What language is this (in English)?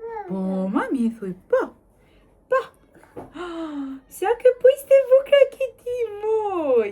Albanian